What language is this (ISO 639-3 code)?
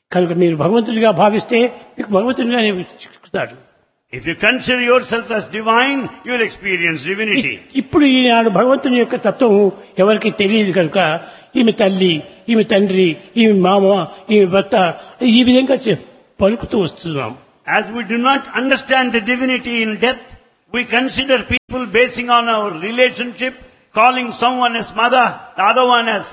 tel